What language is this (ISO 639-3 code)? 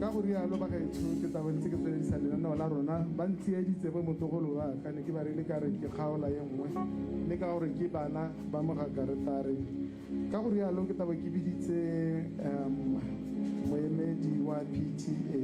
tsn